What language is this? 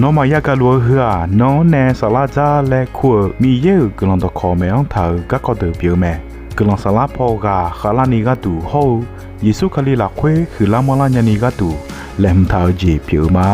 Akha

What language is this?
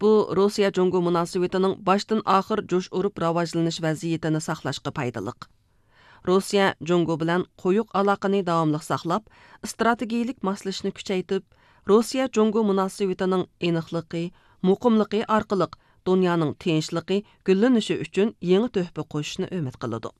Uyghur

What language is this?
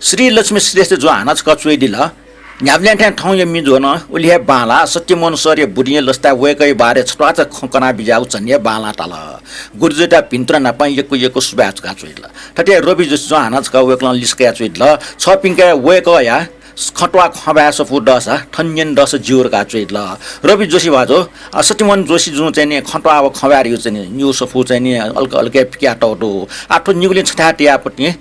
Newari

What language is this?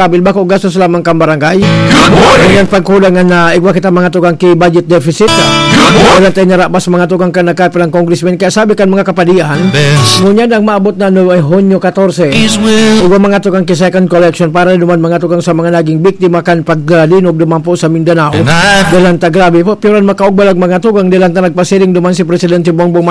Bikol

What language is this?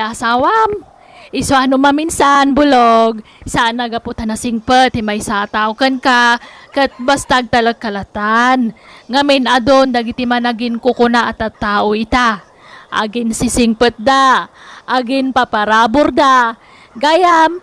Iloko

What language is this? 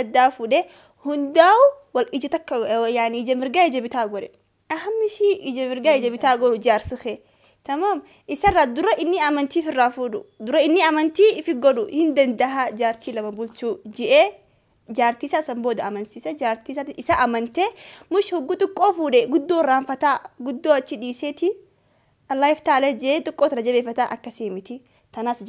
Oromo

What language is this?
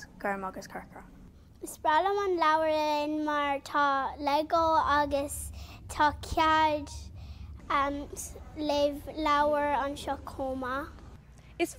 Irish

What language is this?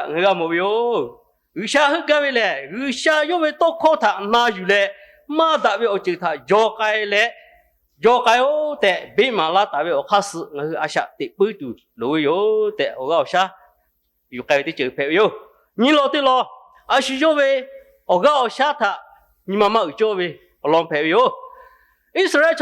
Lahu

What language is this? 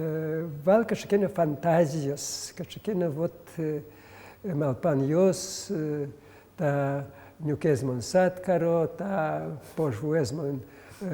Udmurt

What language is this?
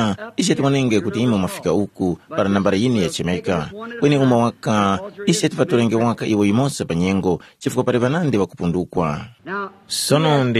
Tumbuka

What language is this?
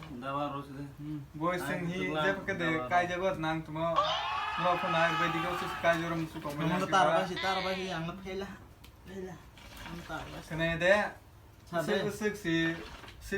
Kok Borok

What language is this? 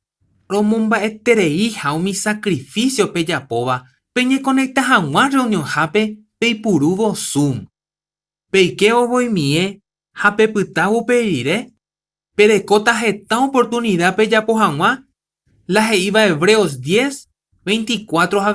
Guarani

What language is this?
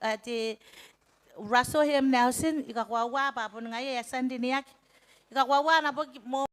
Gilbertese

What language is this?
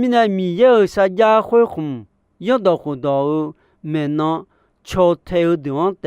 Akha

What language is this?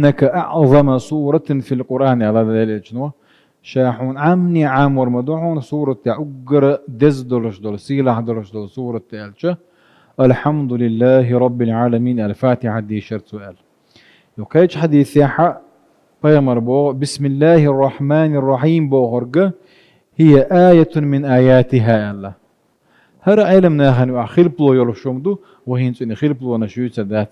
Chechen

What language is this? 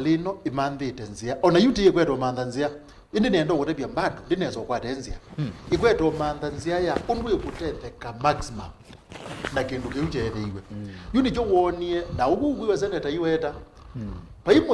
Kamba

